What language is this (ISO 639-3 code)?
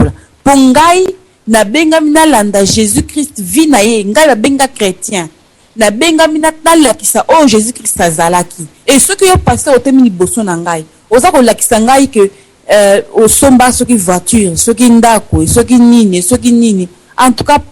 lin